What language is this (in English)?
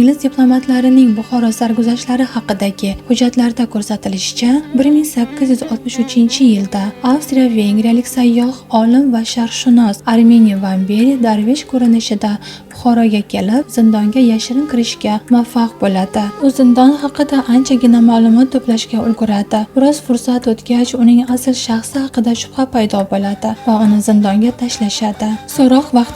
Uzbek